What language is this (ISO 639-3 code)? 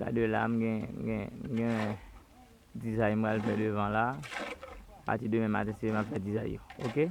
hat